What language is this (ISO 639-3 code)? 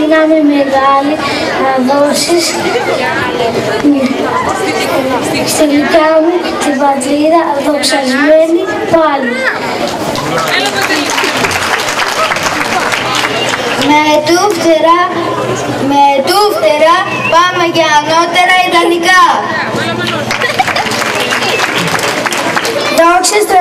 ell